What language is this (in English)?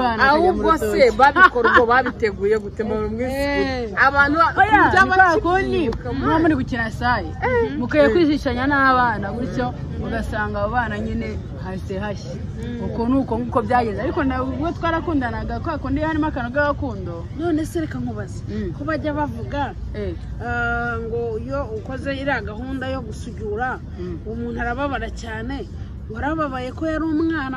Kinyarwanda